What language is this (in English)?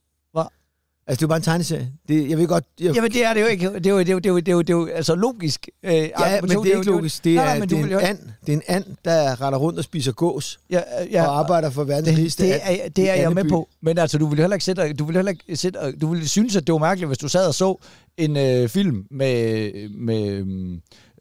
Danish